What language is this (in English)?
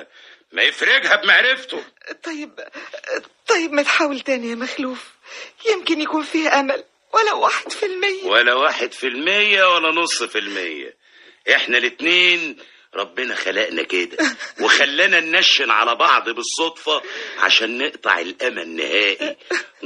Egyptian Arabic